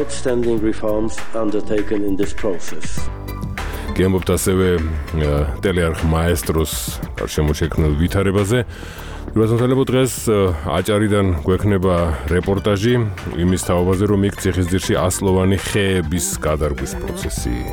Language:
Georgian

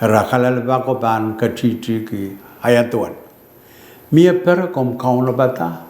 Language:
Pohnpeian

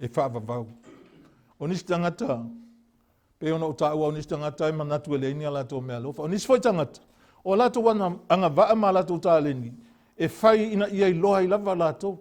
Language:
Samoan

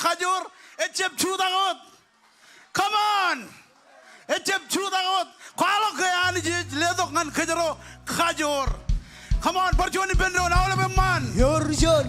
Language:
Marshallese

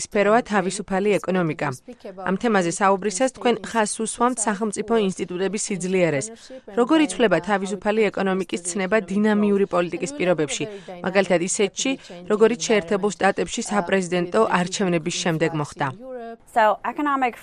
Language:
Georgian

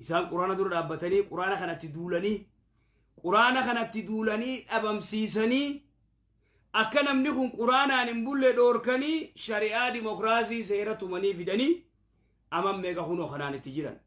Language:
Oromo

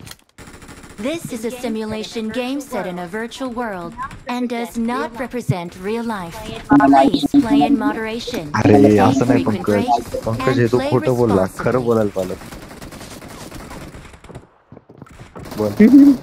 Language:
Marathi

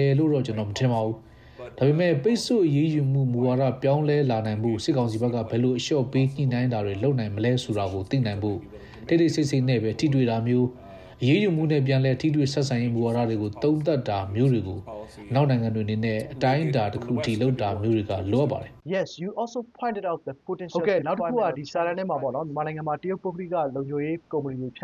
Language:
Burmese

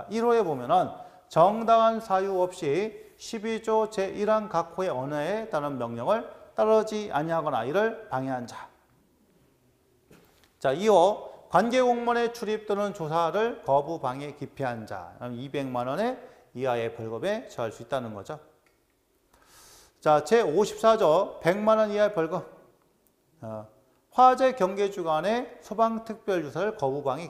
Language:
Korean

